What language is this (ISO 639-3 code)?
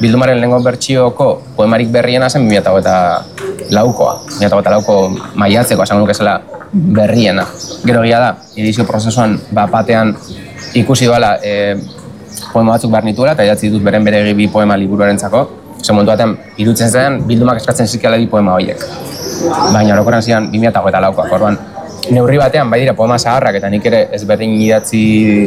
eus